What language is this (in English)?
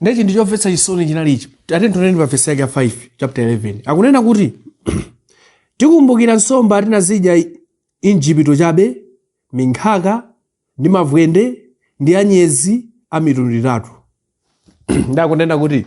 Nyanja